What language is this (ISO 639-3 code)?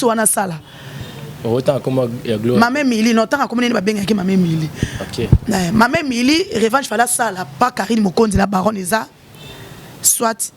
lin